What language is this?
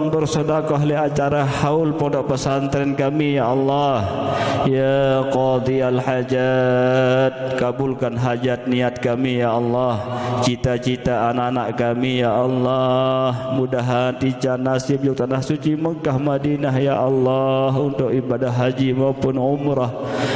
Sasak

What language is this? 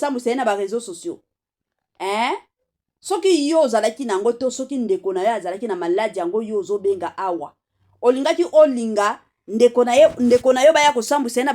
Lingala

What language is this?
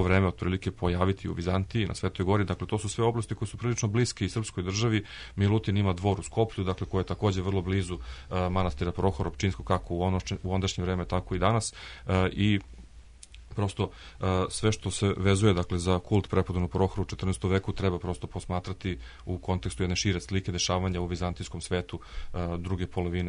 Serbian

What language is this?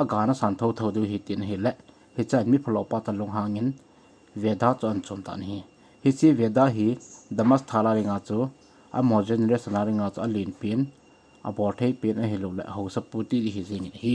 Thado Chin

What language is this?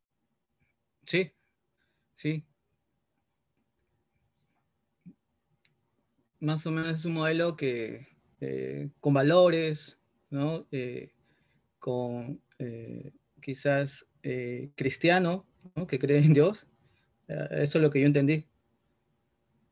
Spanish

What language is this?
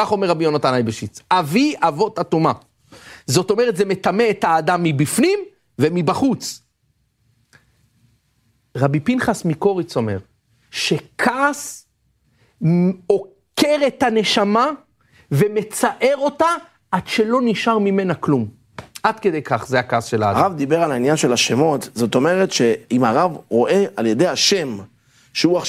Hebrew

